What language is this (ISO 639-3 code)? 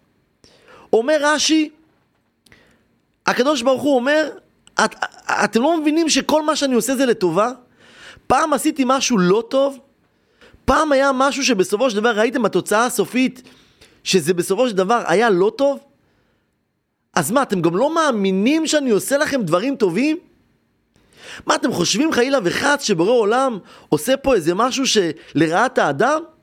heb